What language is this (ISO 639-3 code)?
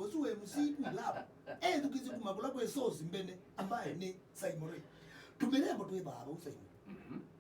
kam